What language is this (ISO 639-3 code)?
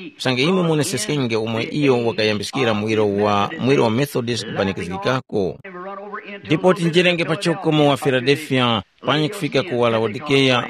tum